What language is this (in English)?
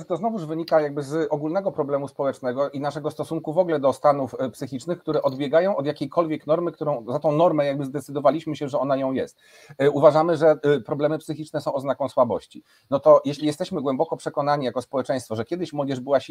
Polish